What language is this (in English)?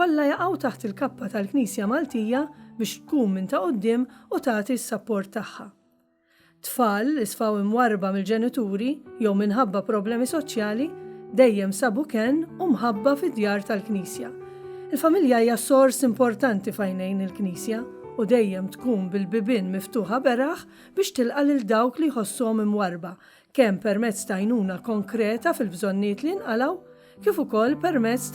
Maltese